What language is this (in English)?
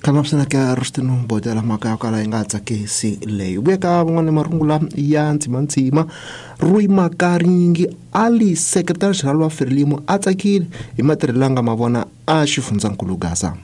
Tsonga